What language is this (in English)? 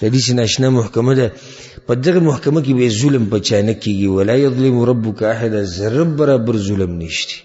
Pashto